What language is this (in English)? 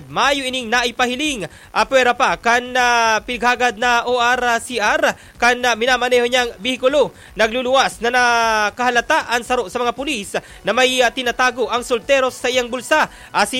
Bikol